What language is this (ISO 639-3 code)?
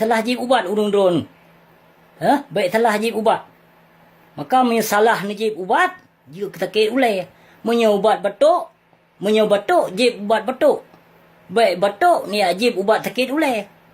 ace